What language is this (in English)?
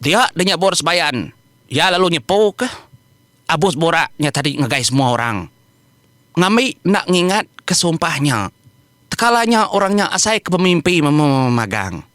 Iban